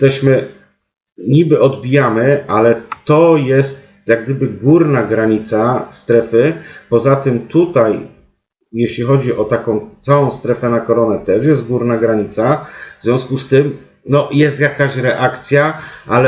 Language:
Polish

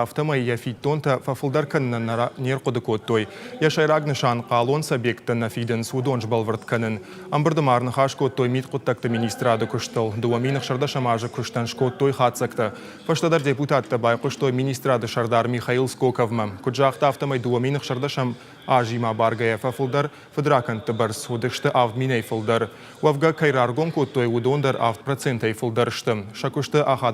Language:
Ossetic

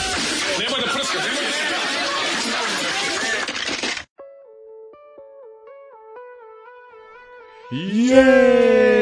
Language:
Serbian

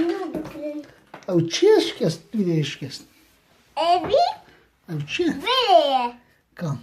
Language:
Kurdish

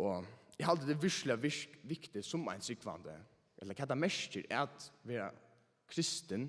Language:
Faroese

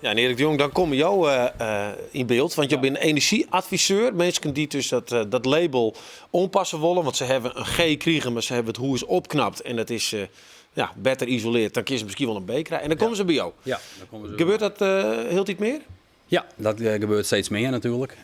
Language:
Western Frisian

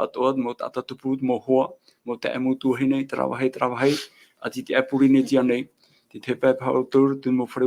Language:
Tahitian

